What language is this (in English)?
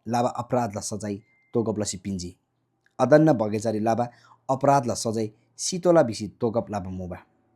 Eastern Tamang